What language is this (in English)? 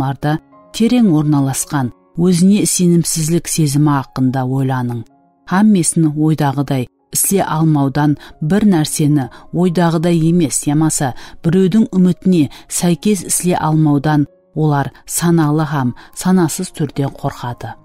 Kara-Kalpak